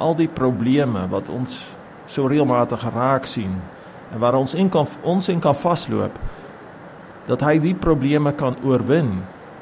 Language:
Afrikaans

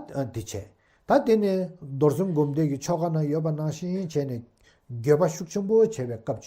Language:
Tibetan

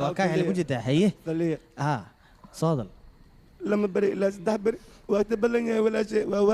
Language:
Somali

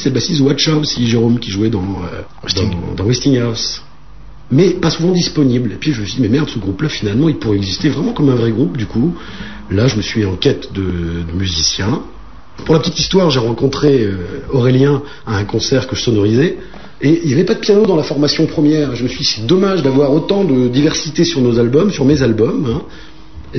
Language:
French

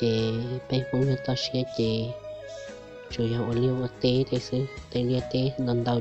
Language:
Hmong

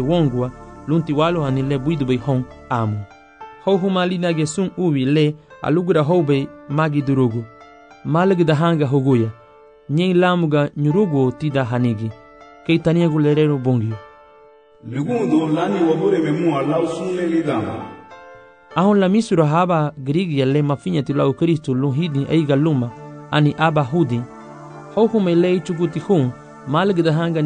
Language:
Garifuna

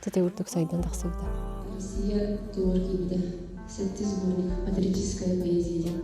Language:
Yakut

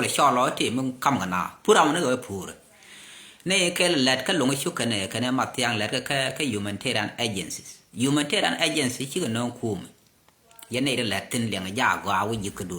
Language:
Nuer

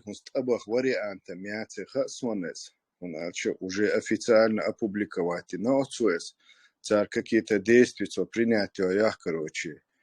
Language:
Chechen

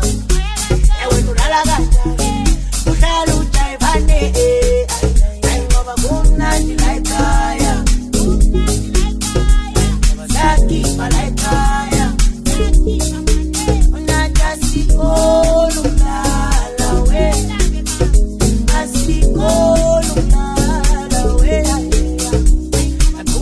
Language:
Zulu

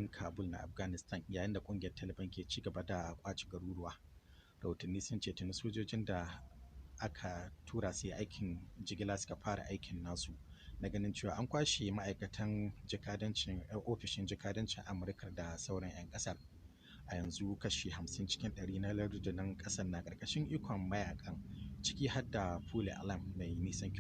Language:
Hausa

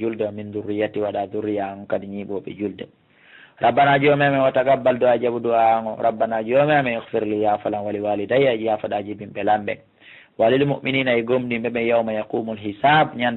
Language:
Fula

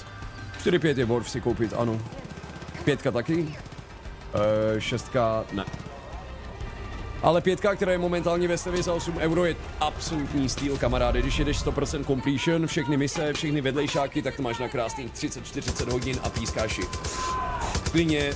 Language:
Czech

